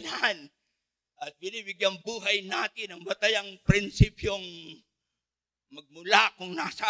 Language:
Filipino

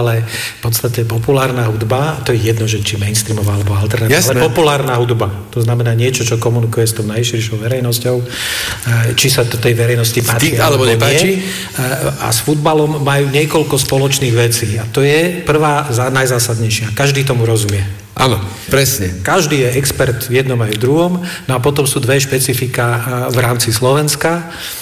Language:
Slovak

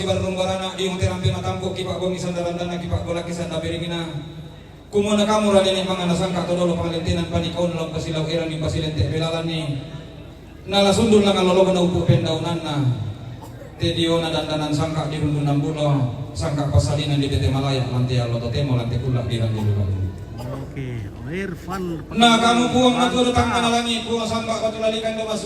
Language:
Toraja-Sa'dan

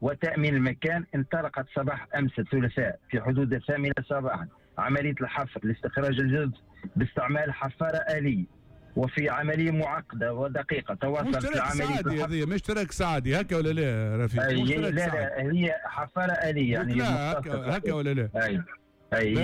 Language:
Tunisian Arabic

